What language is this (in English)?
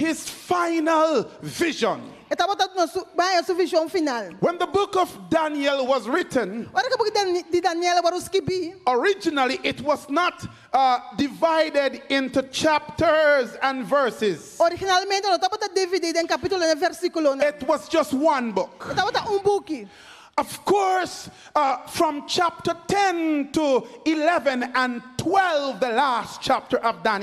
Papiamento